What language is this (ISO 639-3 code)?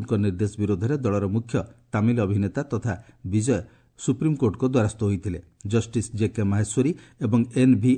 ori